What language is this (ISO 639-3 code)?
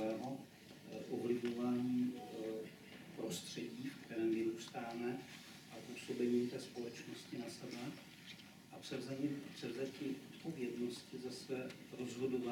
ces